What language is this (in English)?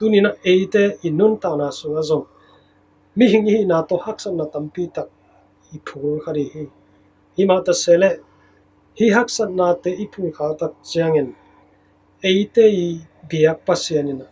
Tedim Chin